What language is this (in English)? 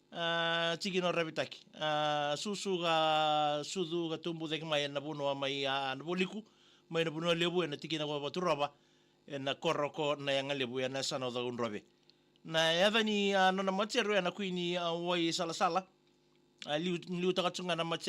Fijian